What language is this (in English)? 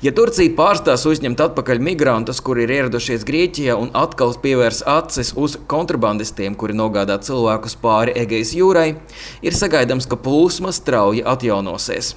Latvian